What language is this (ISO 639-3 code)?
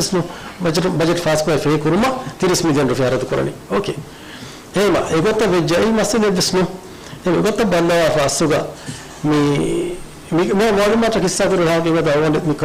div